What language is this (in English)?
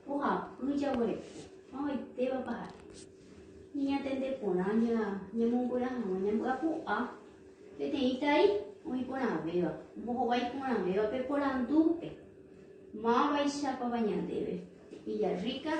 Guarani